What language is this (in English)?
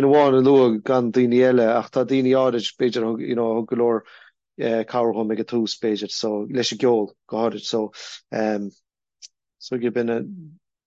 Irish